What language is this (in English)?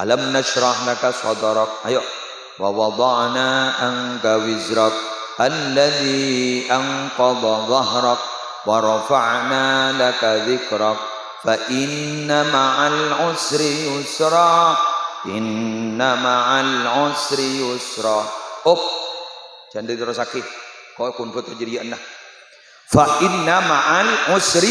Madurese